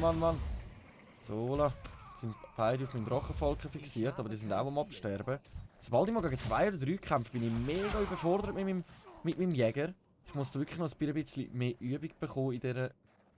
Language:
Swiss German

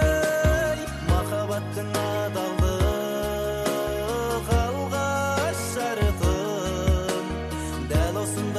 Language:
Kazakh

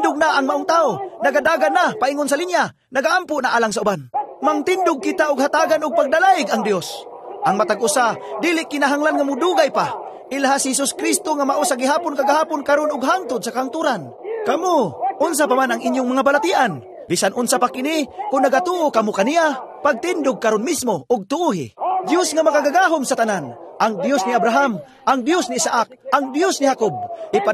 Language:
Cebuano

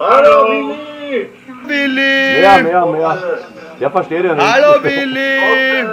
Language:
Bavarian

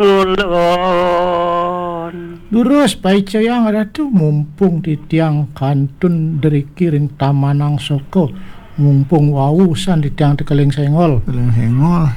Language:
Balinese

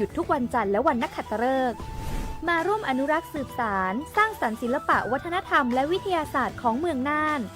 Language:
Lahu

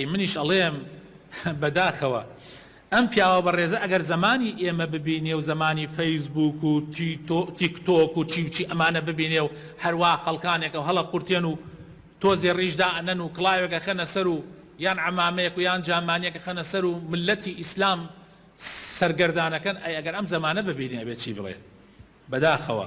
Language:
Central Kurdish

